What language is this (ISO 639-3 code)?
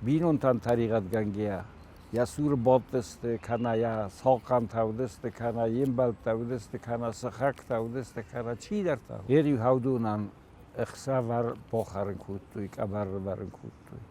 oss